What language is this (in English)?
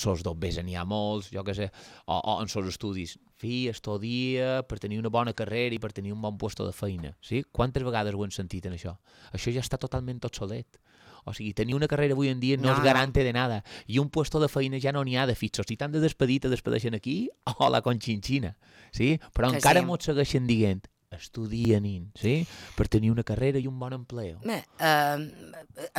Catalan